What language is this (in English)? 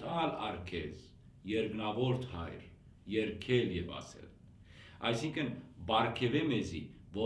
Western Armenian